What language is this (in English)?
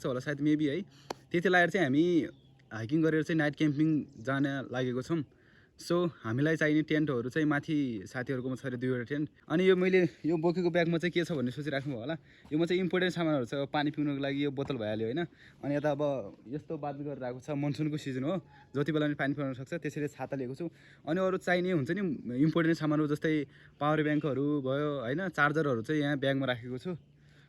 Nepali